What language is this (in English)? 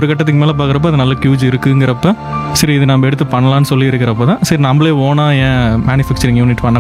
Tamil